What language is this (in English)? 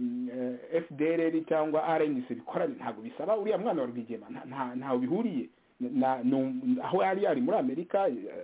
Kinyarwanda